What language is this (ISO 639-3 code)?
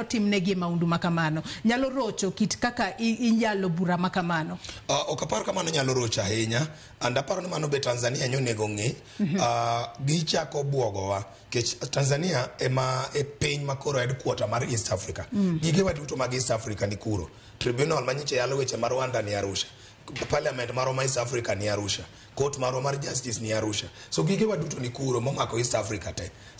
luo